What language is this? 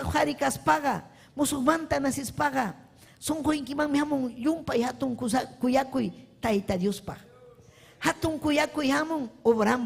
Ayacucho Quechua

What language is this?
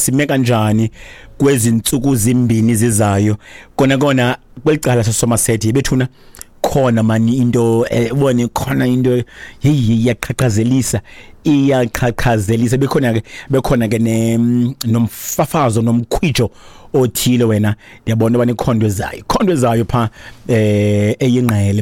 Xhosa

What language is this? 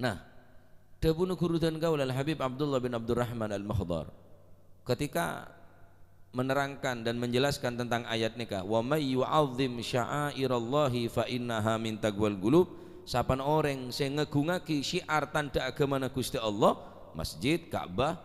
Madurese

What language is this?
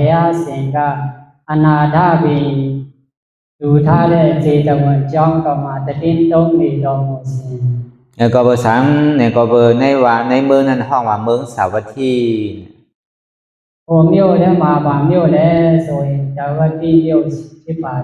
Shan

